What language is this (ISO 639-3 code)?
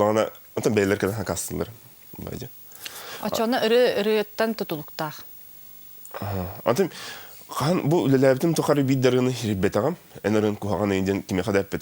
sah